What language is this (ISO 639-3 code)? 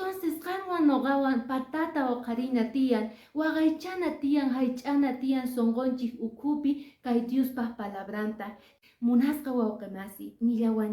que